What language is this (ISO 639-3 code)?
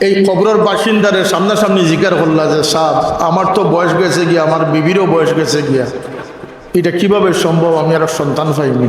syl